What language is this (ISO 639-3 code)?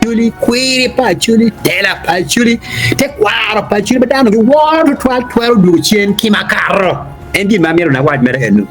ach